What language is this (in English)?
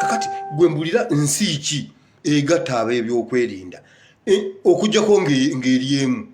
Ganda